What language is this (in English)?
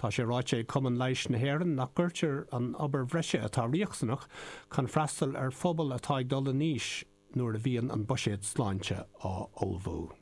Irish